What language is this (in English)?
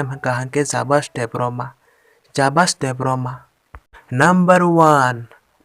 Kok Borok